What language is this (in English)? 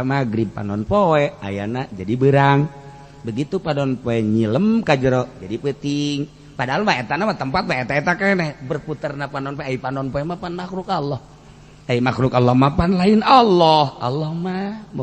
Sundanese